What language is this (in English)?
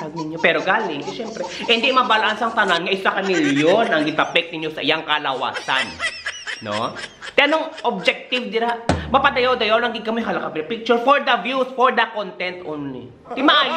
Hiligaynon